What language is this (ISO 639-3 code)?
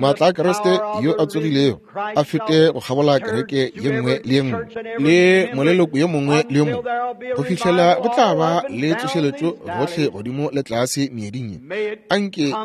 nso